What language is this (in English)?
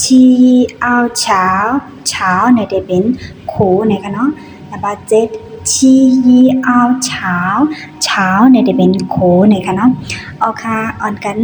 Shan